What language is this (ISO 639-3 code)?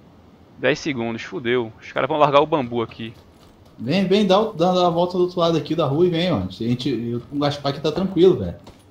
por